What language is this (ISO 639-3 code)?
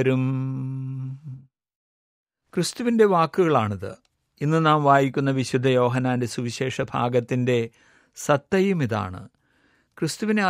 mal